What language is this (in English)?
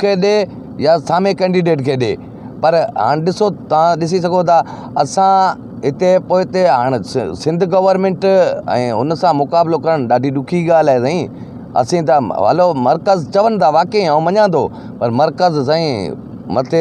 Sindhi